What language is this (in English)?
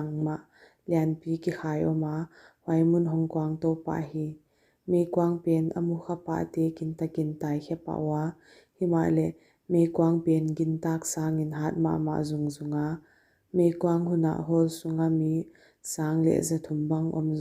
Paite Chin